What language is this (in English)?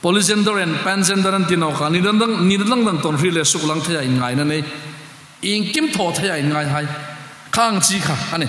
Hmar